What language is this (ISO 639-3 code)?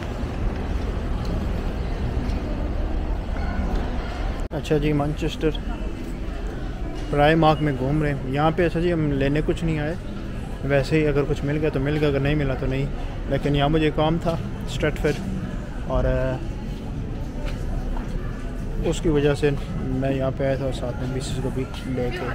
hin